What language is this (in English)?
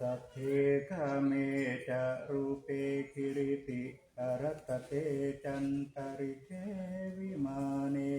Pali